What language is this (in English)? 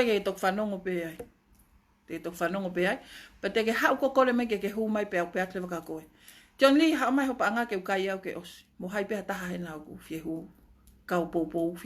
Tongan